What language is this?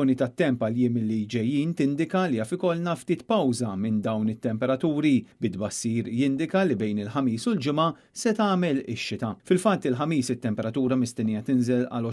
Maltese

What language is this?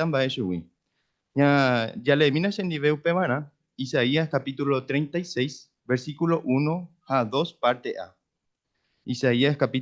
Guarani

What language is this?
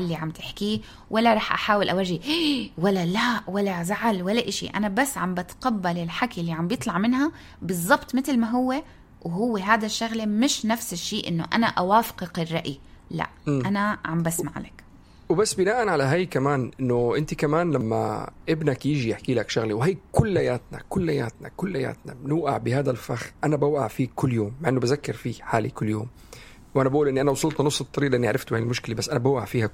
North Levantine Arabic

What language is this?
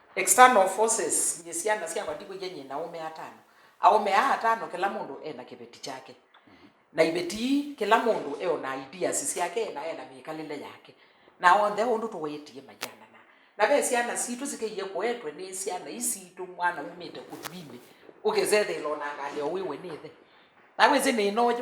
Kamba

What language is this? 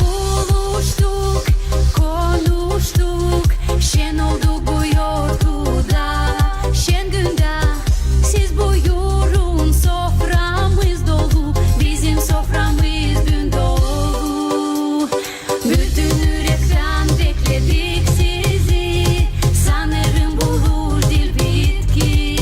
Gagauz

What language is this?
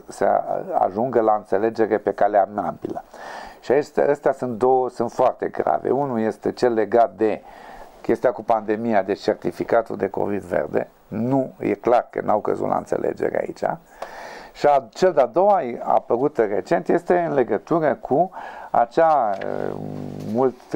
Romanian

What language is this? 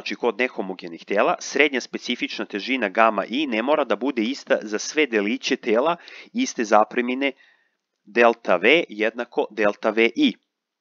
Serbian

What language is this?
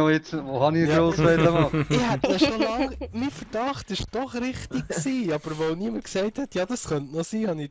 Swiss German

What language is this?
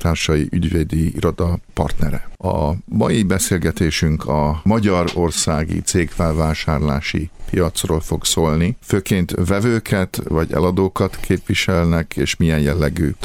Hungarian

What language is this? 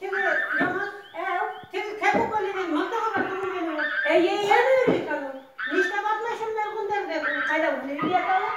Bashkir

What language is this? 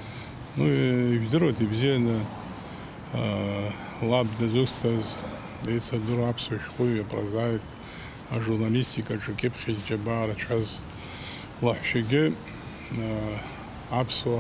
Abkhazian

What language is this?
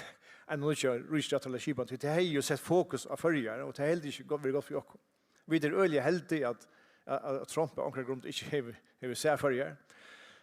Faroese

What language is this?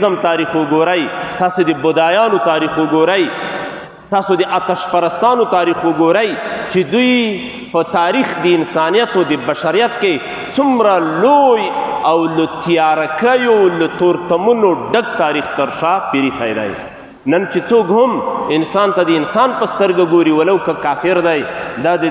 Pashto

